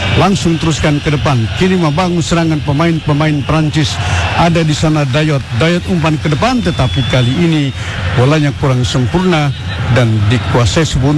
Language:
Indonesian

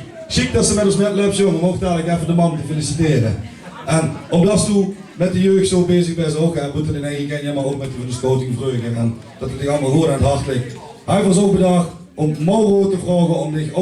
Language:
Limburgish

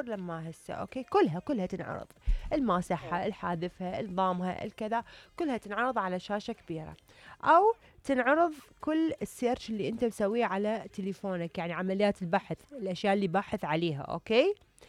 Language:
Mesopotamian Arabic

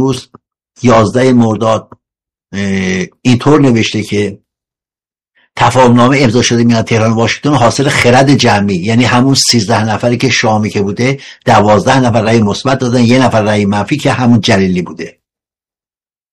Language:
Persian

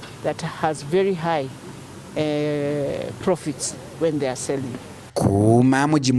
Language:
Meru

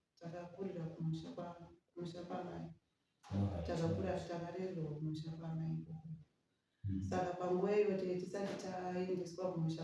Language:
Shona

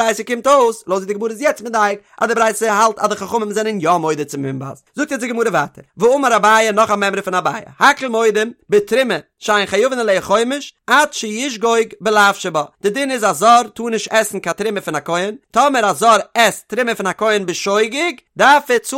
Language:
Yiddish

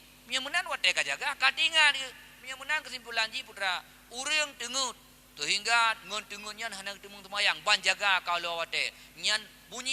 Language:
Achinese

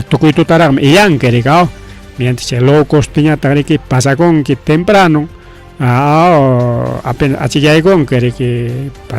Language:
Ayacucho Quechua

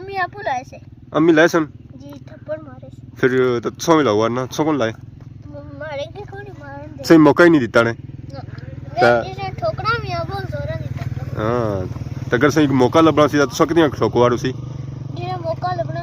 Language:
Pahari-Potwari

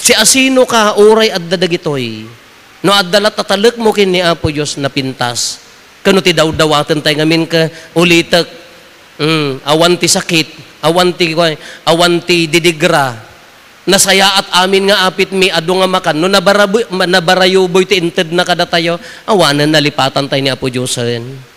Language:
Iloko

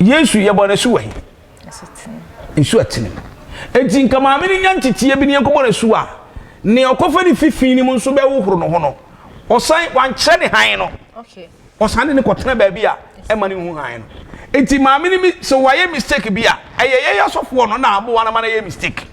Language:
Akan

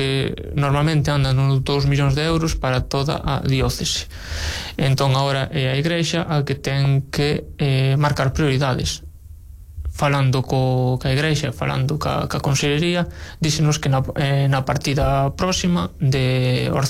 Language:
Galician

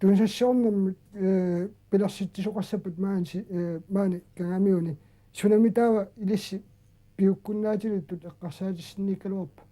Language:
Kalaallisut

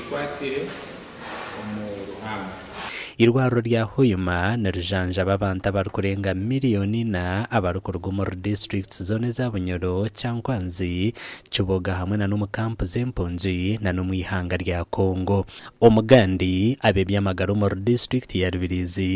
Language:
Nyankole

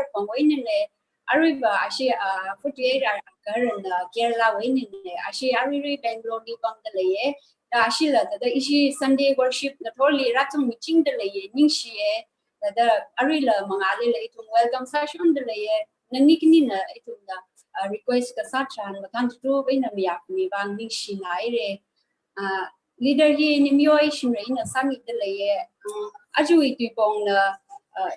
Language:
Tangkhul Naga (India)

